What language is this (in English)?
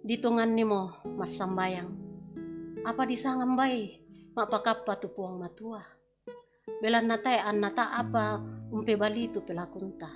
Toraja-Sa'dan